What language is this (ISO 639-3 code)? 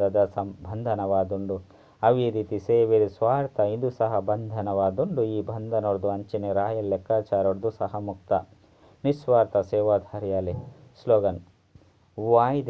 tcy